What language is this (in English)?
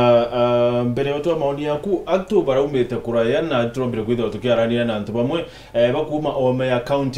Meru